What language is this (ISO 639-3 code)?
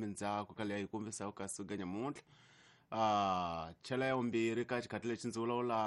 tso